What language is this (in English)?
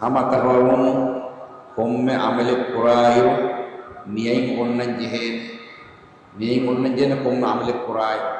Divehi